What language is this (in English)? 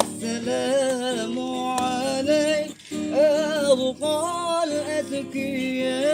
Banjar